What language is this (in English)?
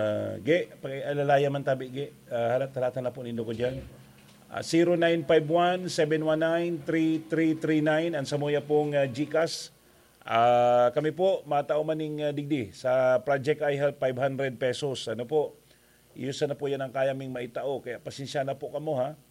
Bikol